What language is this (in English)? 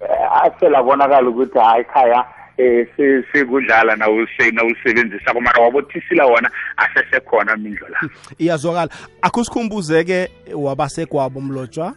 South Ndebele